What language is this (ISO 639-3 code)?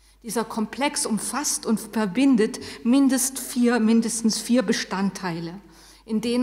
deu